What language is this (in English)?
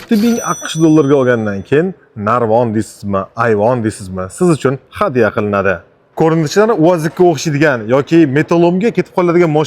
Uzbek